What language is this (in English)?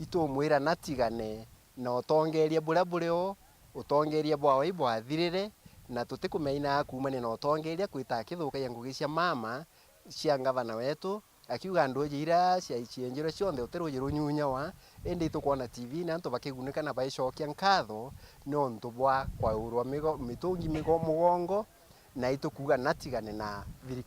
Meru